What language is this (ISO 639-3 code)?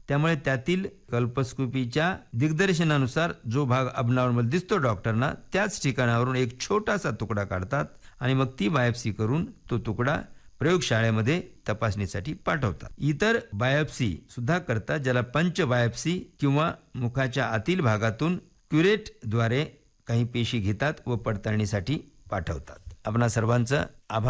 mar